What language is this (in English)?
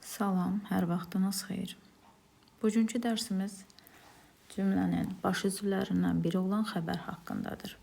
Azerbaijani